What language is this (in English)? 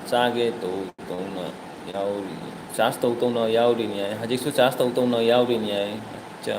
Manipuri